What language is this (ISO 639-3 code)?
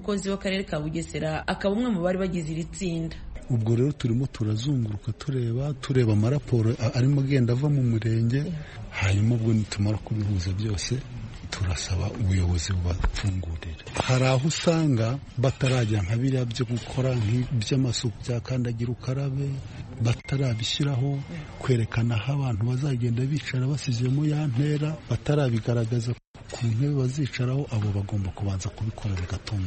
kin